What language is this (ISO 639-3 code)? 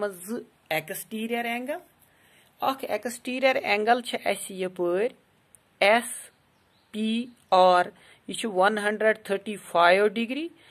kas